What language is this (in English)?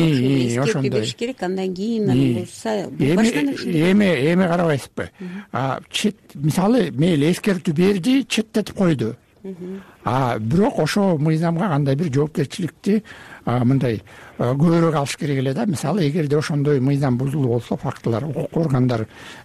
Kyrgyz